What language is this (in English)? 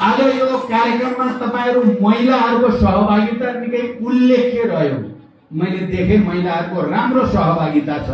Nepali